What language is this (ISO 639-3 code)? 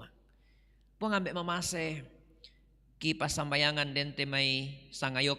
sda